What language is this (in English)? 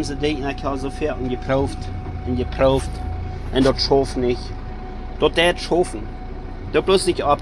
Plautdietsch